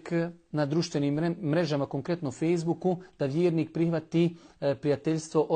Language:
Bosnian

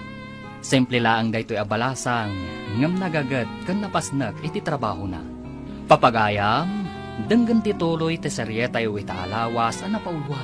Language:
Iloko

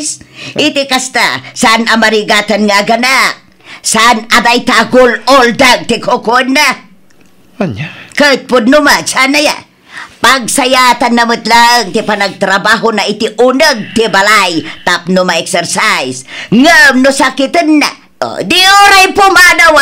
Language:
Iloko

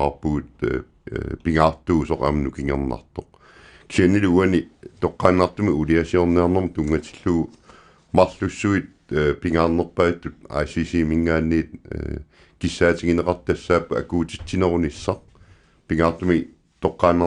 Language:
Kalaallisut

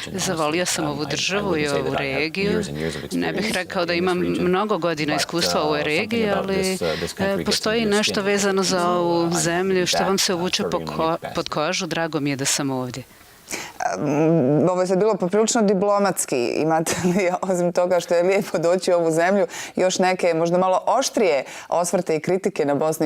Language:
Bosnian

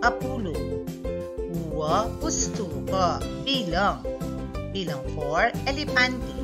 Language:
Pampanga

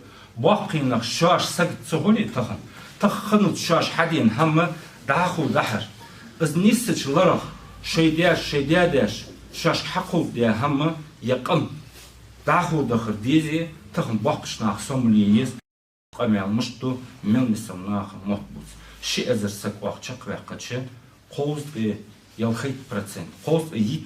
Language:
Ingush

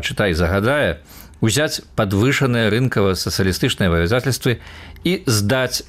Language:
Belarusian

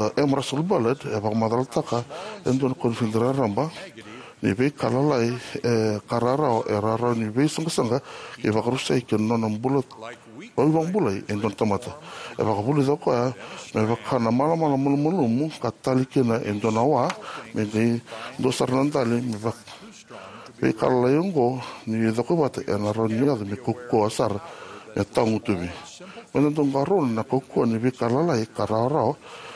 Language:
Fijian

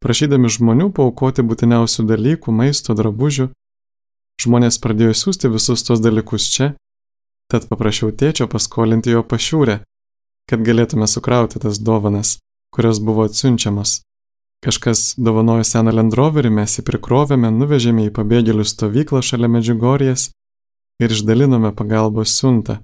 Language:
Lithuanian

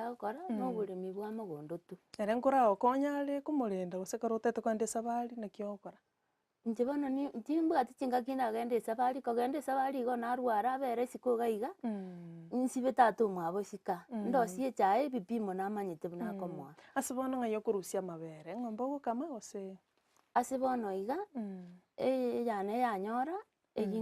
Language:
Gusii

